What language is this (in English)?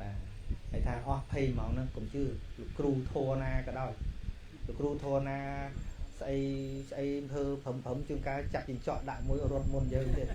Khmer